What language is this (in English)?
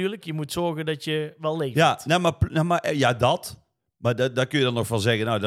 Dutch